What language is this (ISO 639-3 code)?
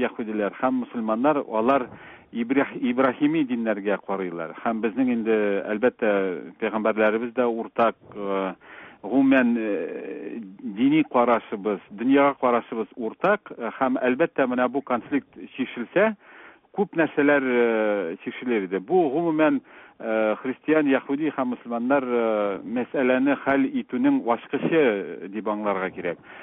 tat